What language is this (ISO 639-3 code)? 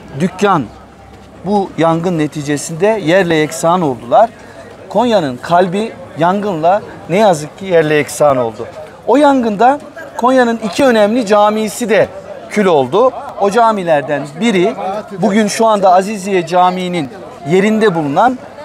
tur